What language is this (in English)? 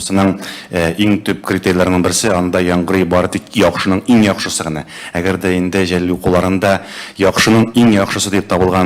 Tatar